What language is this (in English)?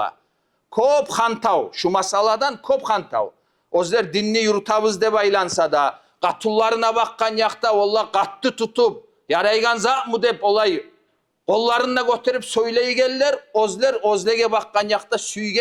Kumyk